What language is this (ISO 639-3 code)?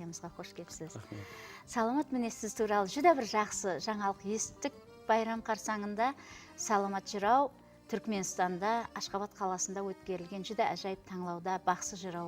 kaa